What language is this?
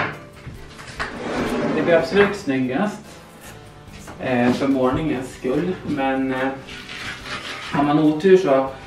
Swedish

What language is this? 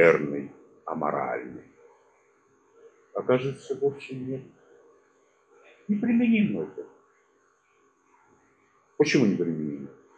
Russian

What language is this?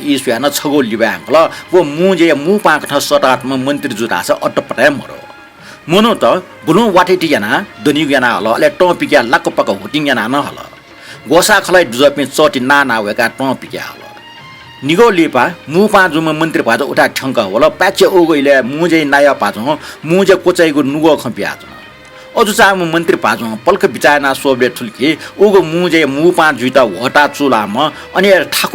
Newari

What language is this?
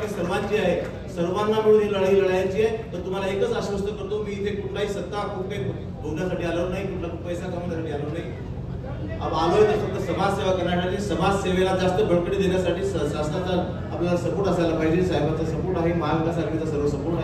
Marathi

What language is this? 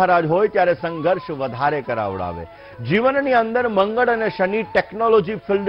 Gujarati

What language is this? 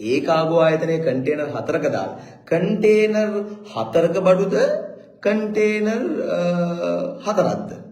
Sinhala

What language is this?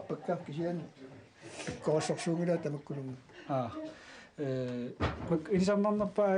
Kalaallisut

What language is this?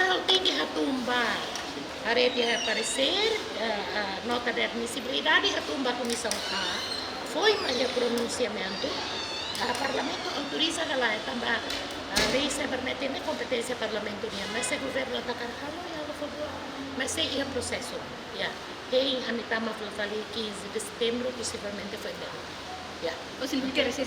Tetum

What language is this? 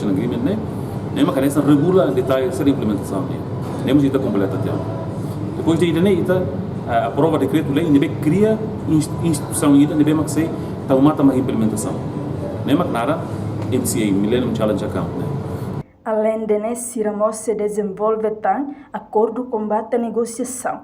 Tetum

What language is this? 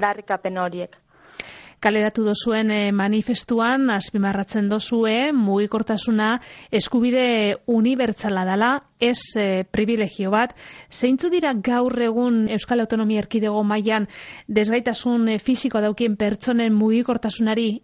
Basque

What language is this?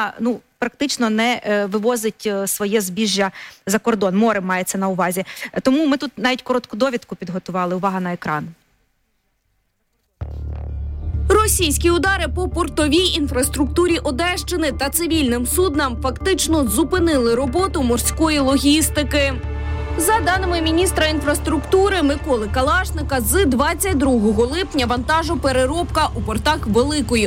Ukrainian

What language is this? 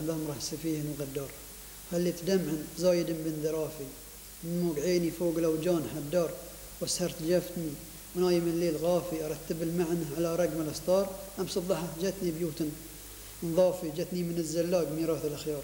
Gulf Arabic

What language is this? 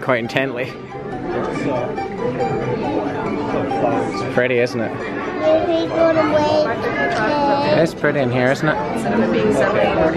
English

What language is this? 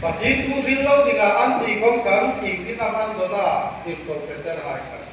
Hmar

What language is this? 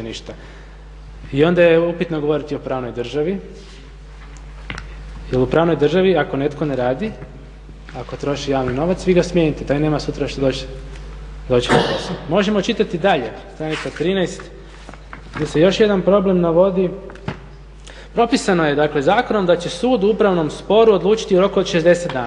Croatian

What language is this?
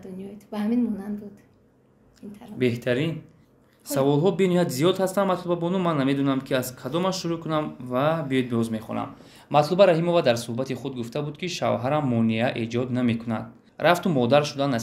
Tajik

